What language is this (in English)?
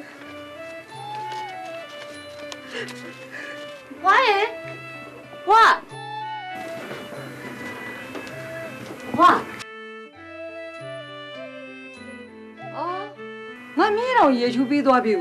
Burmese